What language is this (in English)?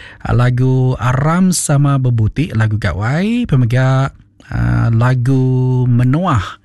Iban